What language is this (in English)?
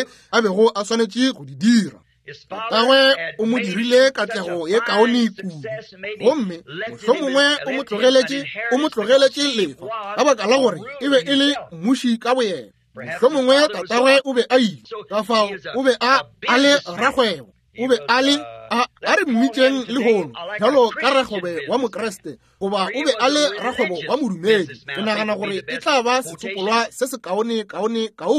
Northern Sotho